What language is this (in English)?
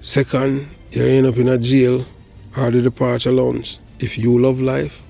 Jamaican Creole English